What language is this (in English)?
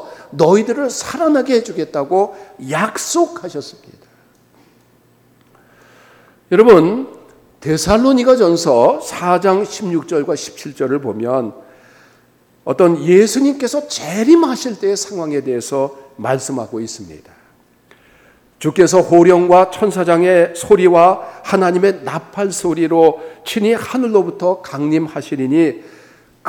Korean